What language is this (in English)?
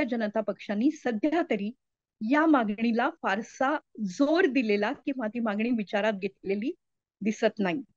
Marathi